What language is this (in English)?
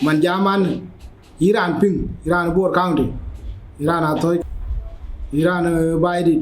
Dinka